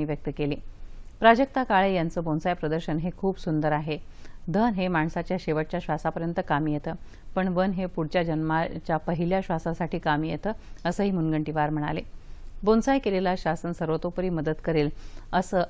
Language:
Marathi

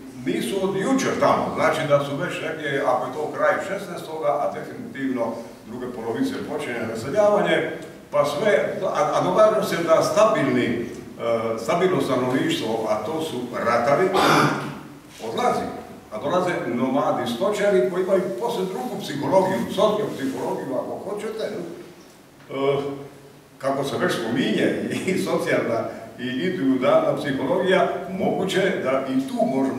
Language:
Croatian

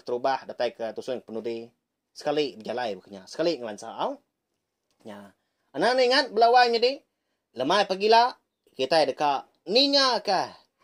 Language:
Iban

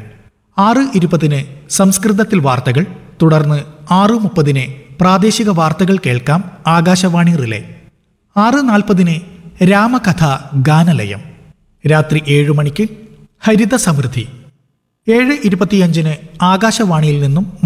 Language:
Malayalam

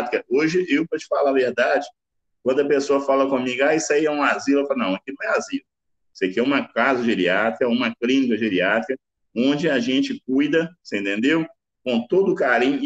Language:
Portuguese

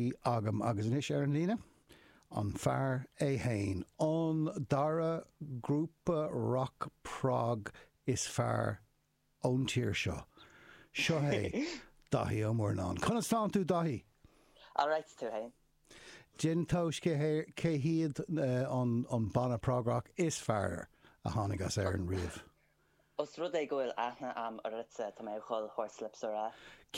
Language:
Irish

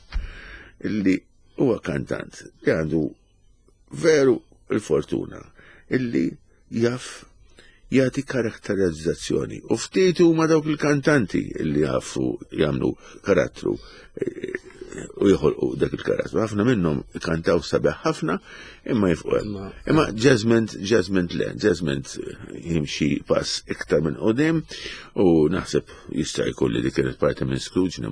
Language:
Maltese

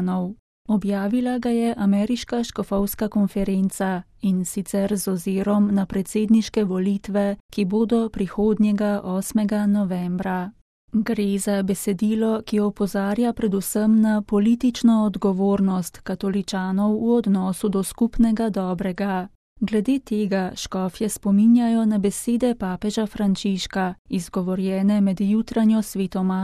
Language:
Slovenian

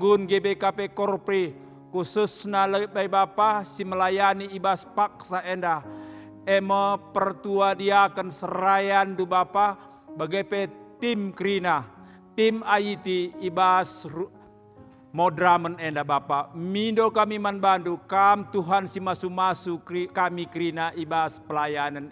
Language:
Batak Karo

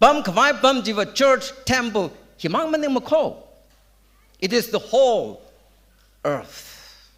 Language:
Tangkhul Naga (India)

